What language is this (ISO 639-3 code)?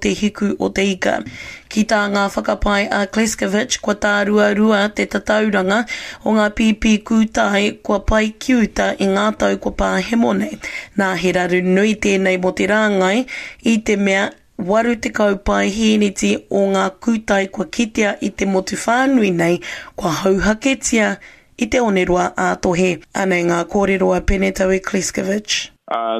mri